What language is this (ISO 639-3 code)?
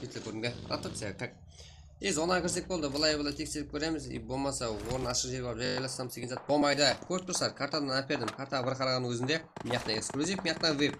kaa